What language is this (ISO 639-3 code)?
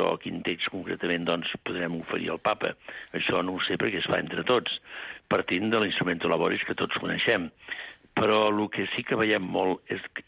cat